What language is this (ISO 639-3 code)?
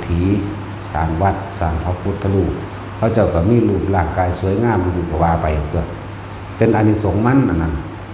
tts